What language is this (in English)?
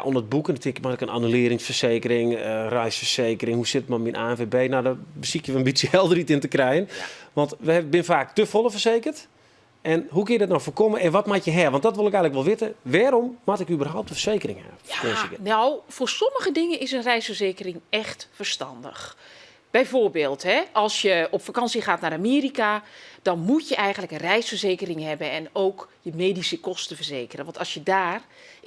Western Frisian